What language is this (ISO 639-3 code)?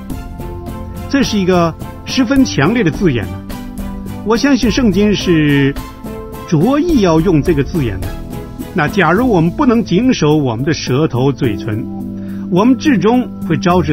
zho